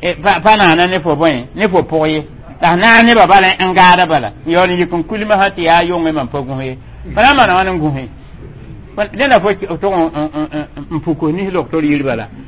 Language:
Mossi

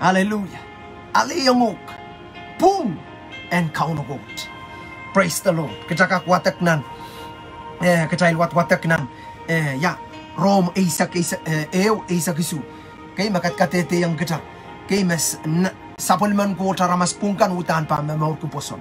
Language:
Pohnpeian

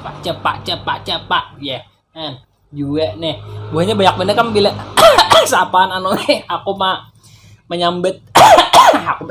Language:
Banjar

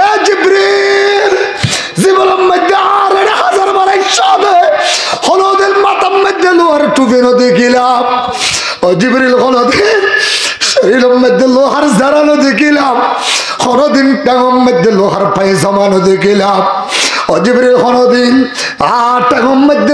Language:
Rohingya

